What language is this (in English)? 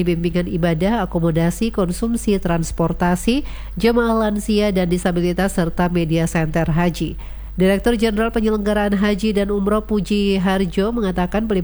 Indonesian